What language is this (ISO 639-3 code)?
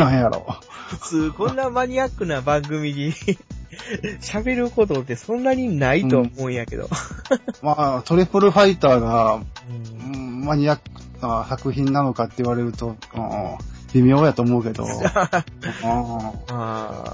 jpn